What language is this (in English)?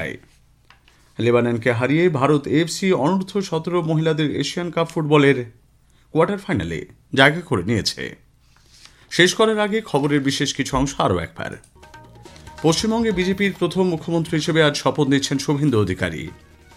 Bangla